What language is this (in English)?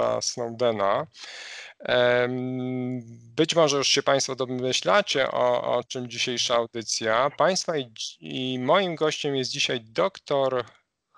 Polish